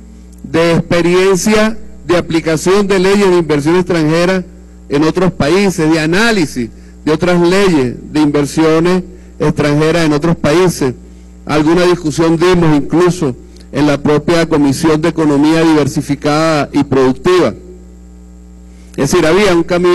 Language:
Spanish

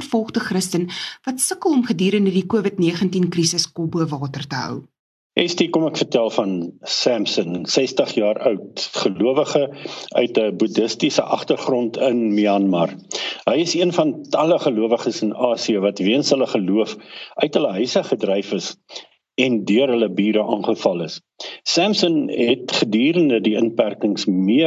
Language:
Afrikaans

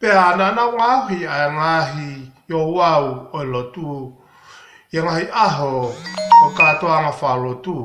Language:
Tongan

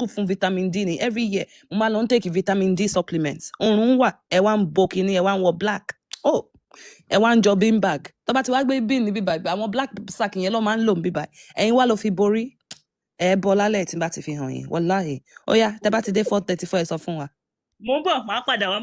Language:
Yoruba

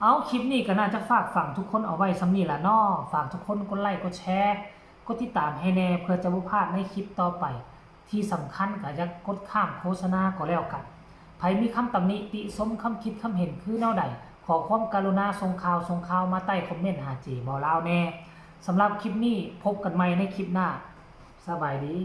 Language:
Northeastern Thai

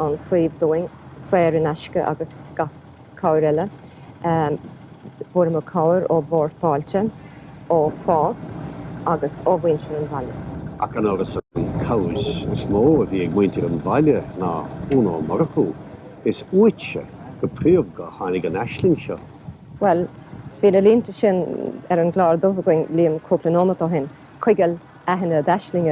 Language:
Irish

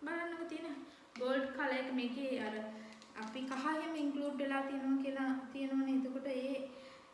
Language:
Sinhala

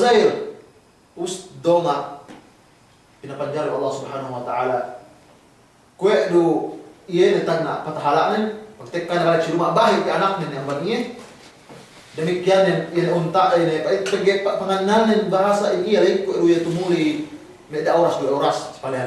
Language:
Yakan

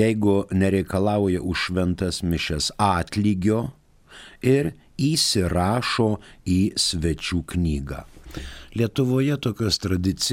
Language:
Lithuanian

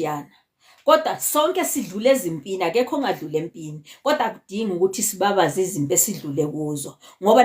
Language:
Zulu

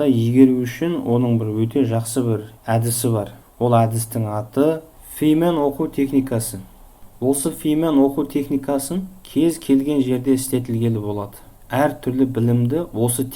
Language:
Kazakh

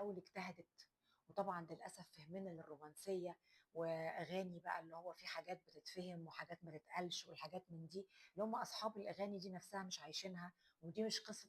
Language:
Egyptian Arabic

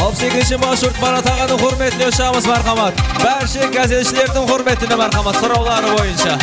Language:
Kara-Kalpak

